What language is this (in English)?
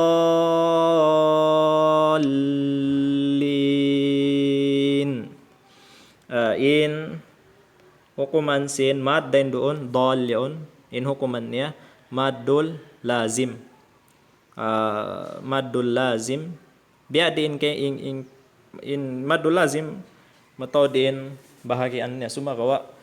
Tausug